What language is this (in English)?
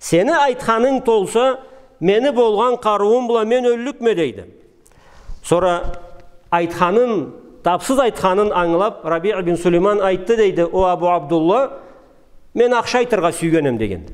Karachay-Balkar